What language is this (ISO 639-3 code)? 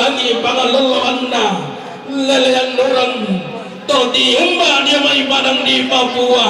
sda